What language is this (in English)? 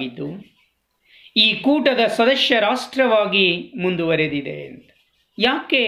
Kannada